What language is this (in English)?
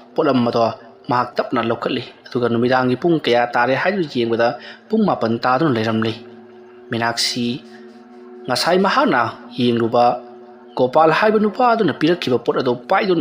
Manipuri